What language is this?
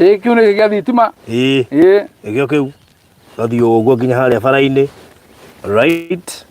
Kikuyu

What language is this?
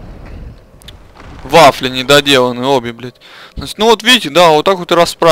Russian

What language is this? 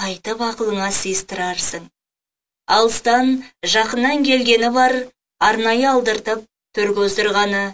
Kazakh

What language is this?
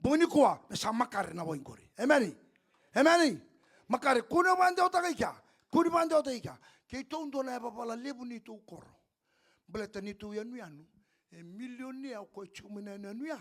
Fijian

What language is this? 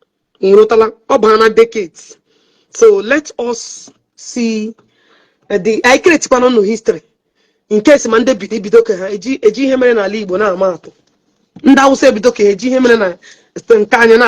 Igbo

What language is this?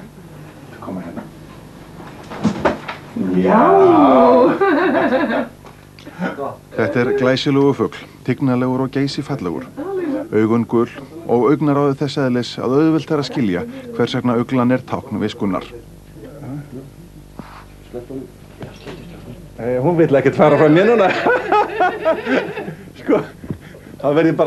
Icelandic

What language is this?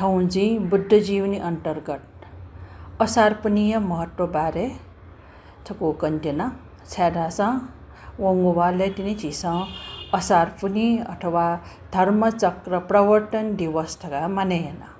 Newari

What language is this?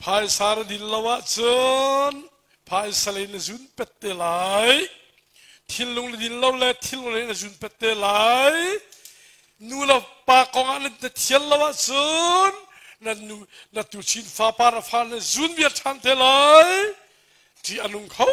Hakha Chin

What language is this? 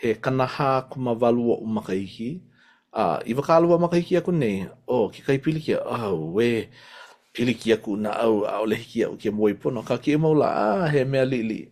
Hawaiian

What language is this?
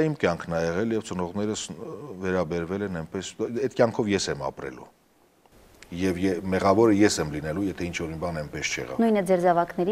Armenian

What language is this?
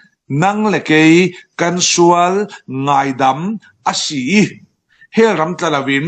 Falam Chin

